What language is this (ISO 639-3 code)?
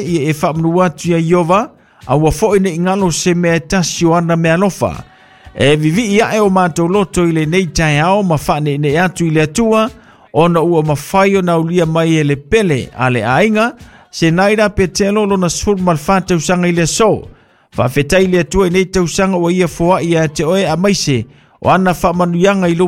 smo